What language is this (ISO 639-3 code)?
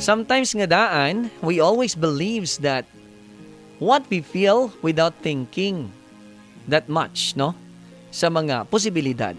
hil